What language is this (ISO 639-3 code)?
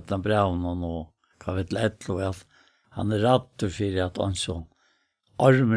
fao